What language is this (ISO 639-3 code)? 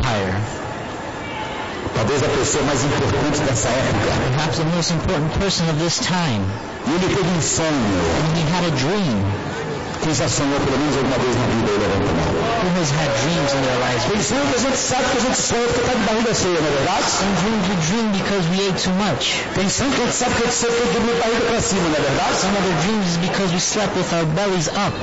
por